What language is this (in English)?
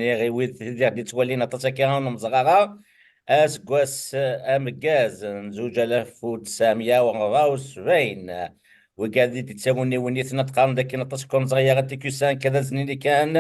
Kabyle